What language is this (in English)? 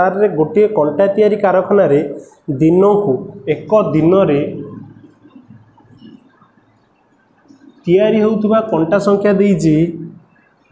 Odia